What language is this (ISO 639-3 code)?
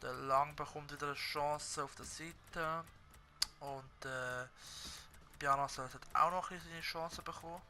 gsw